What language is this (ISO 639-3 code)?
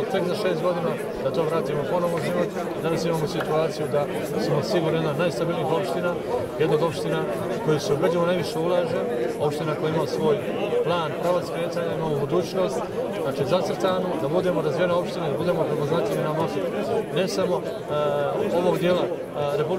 srp